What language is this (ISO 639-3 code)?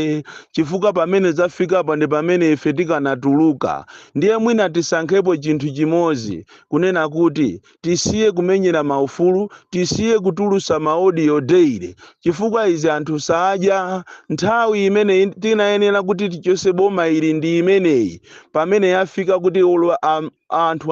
nya